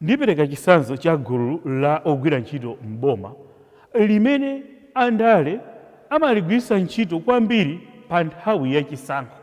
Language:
Nyanja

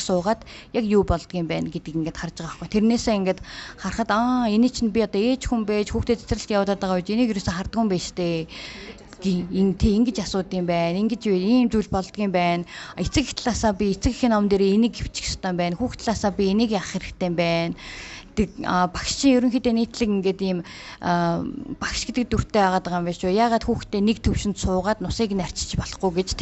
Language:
Mongolian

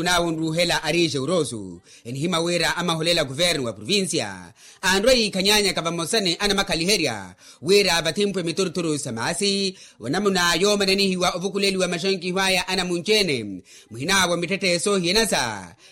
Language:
Makhuwa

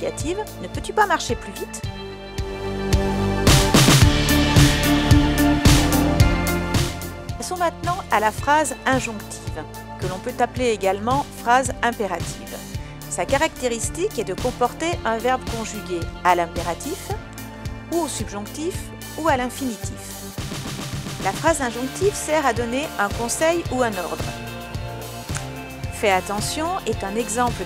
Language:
French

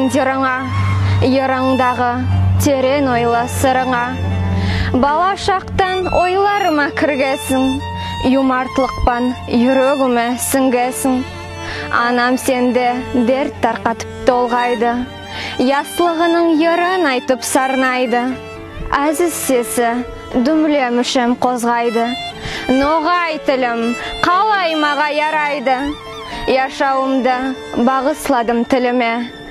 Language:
Nogai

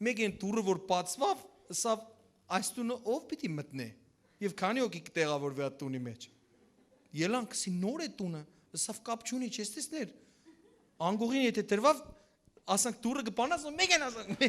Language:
Western Armenian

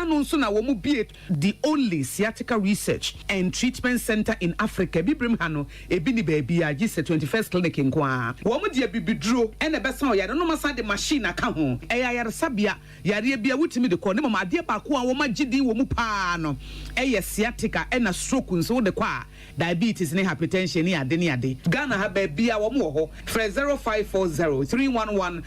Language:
Akan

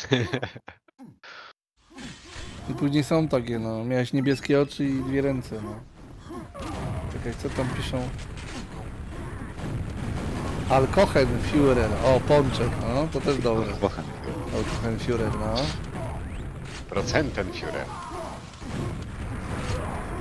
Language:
Polish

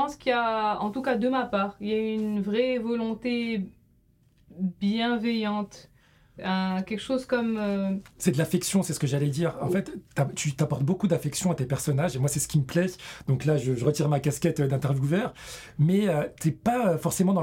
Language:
French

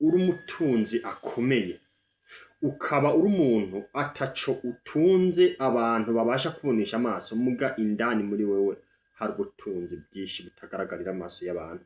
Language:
Rundi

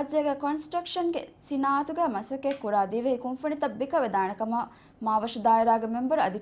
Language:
Divehi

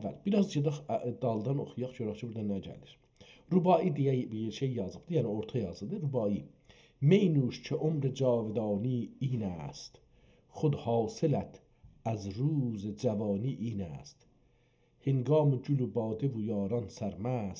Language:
South Azerbaijani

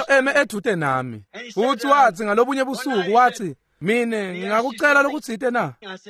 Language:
Swati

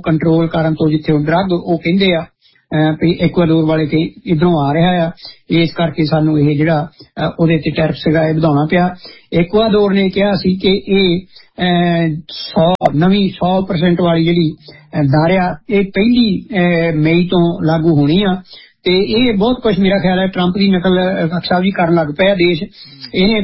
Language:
Punjabi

